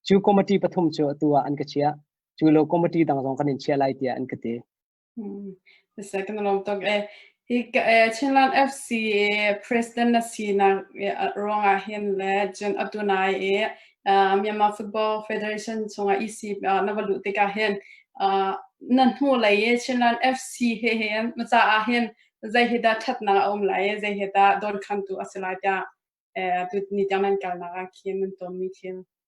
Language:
Hakha Chin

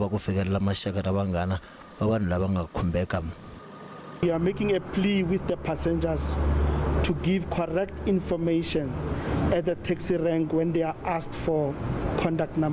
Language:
Tsonga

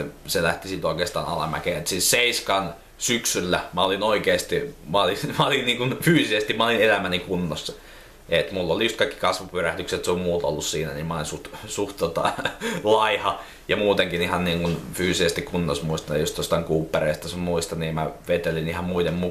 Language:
Finnish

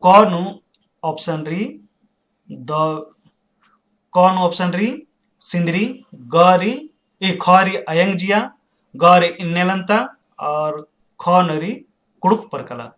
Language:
Kurukh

